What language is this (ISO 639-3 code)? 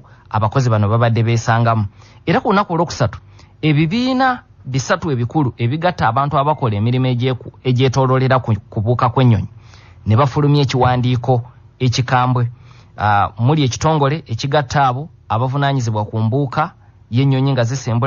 lug